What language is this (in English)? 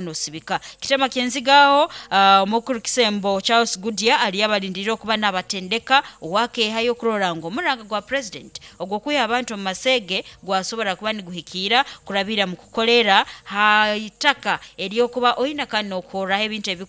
Nyoro